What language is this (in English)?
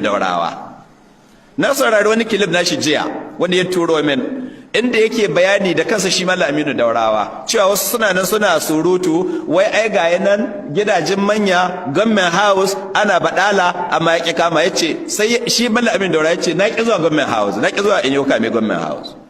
Hausa